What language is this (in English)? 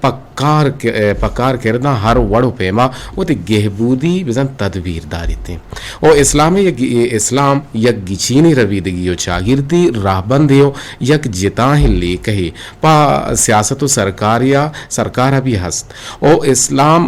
Eastern Balochi